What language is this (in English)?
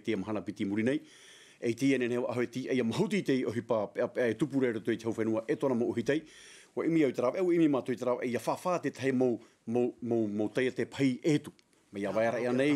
Tahitian